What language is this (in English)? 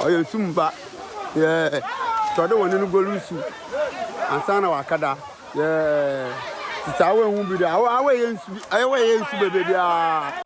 Akan